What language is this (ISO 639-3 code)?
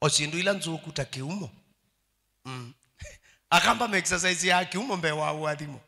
kam